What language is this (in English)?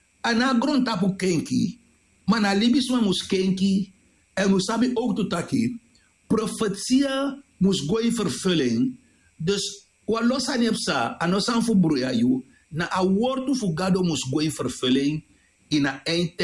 Sranan Tongo